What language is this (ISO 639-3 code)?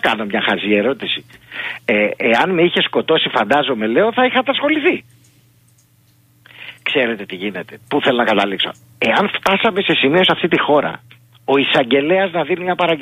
ell